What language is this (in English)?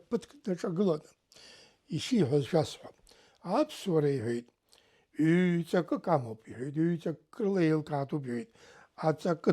Abkhazian